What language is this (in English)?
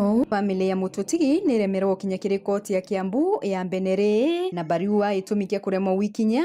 Meru